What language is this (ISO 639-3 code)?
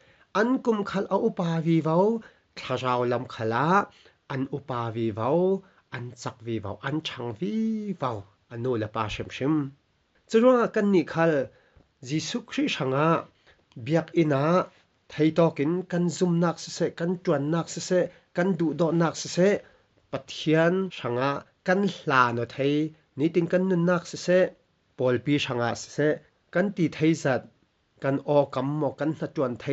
cfm